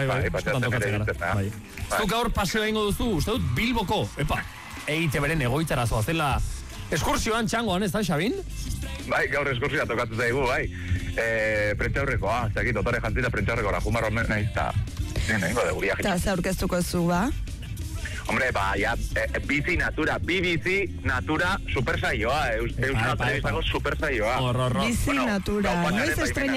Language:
Basque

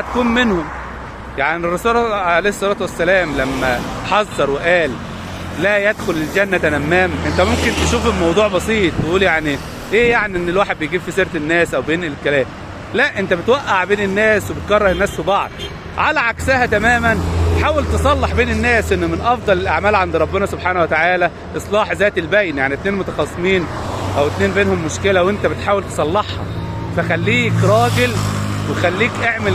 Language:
Egyptian Arabic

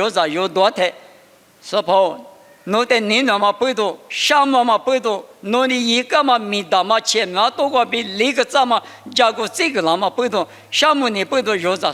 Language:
Lisu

